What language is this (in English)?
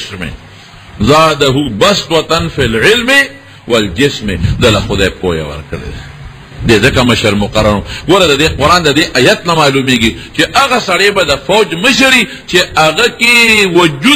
Pashto